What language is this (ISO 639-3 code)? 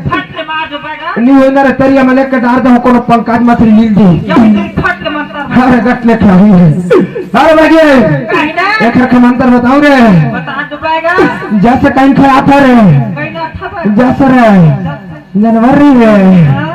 hne